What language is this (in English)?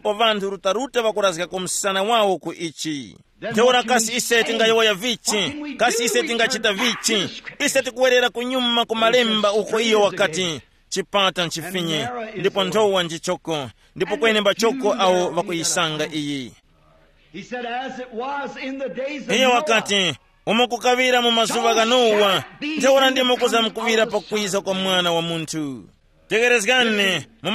Tumbuka